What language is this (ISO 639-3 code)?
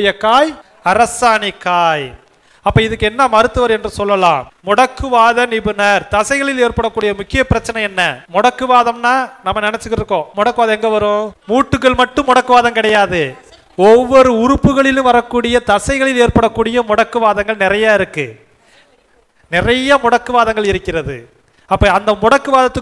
tam